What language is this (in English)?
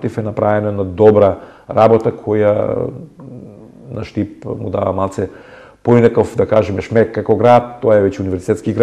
Macedonian